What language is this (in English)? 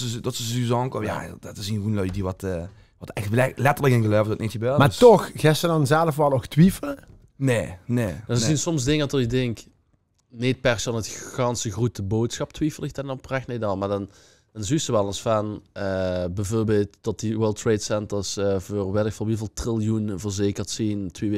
Limburgish